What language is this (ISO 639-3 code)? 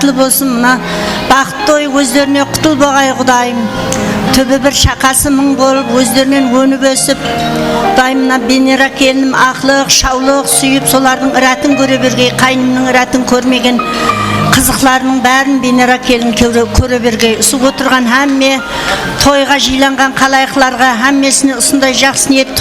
kaa